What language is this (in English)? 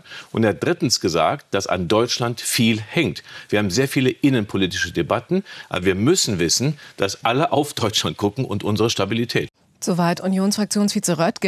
German